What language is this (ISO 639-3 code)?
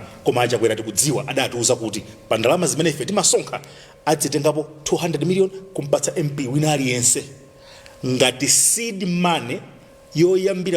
nya